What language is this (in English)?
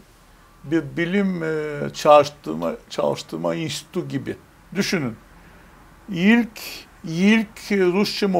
Gagauz